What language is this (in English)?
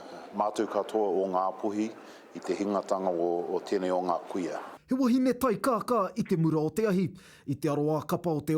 Māori